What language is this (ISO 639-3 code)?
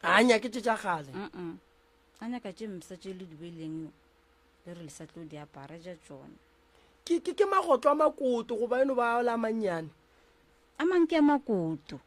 nso